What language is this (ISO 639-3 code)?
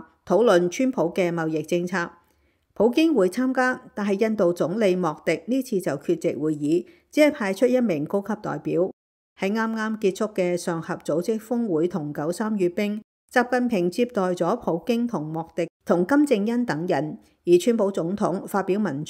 yue